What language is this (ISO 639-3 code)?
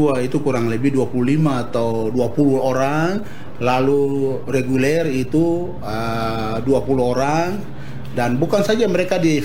ind